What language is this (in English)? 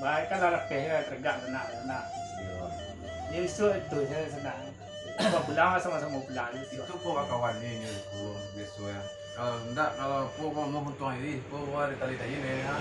Minangkabau